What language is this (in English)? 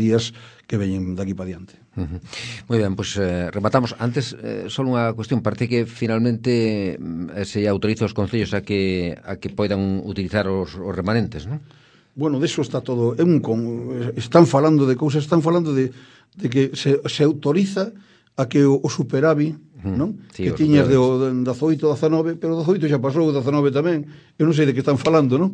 Galician